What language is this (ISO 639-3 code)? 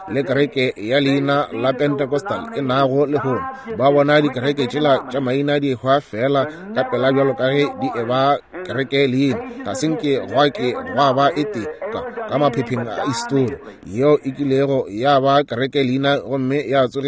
nso